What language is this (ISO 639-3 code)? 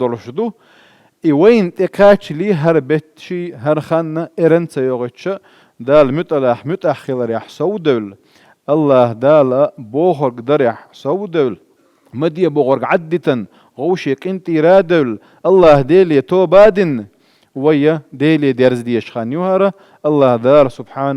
che